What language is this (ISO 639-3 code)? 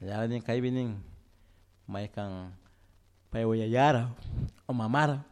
qug